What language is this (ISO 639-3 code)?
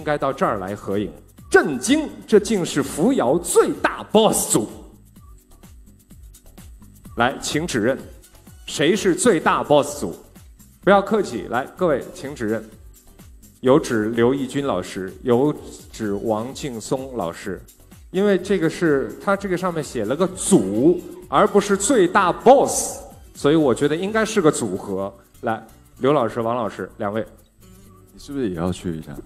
zho